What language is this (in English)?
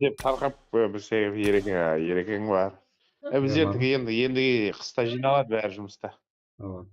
Kara-Kalpak